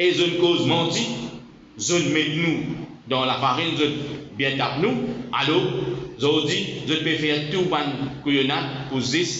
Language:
Morisyen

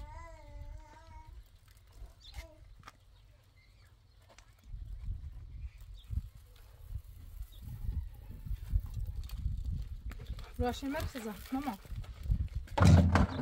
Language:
Persian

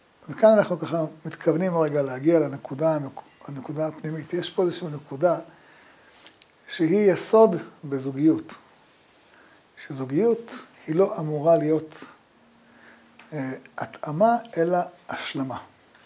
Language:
Hebrew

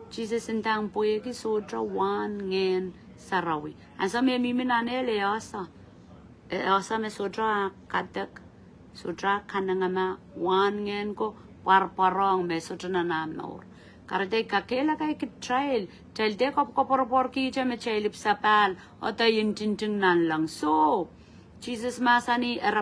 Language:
Pohnpeian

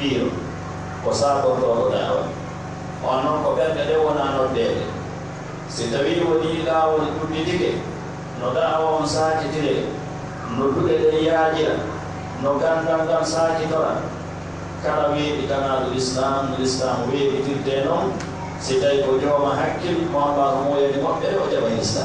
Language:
Pular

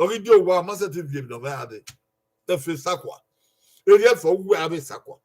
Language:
Bini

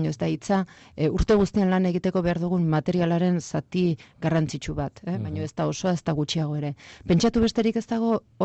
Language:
Basque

